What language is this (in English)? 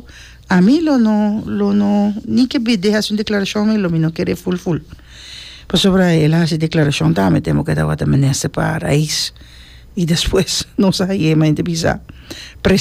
Papiamento